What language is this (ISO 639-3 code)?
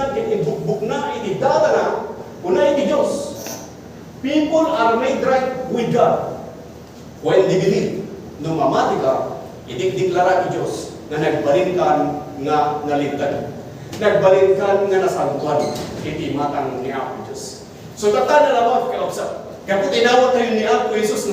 ilo